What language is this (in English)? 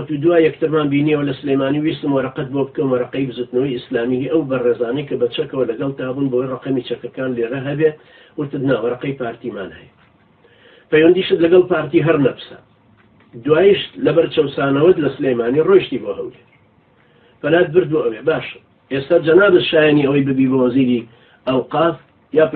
Central Kurdish